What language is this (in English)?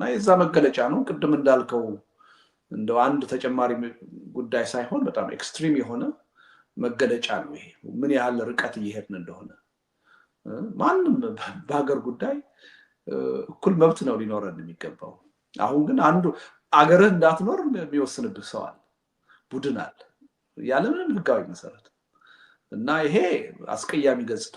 Amharic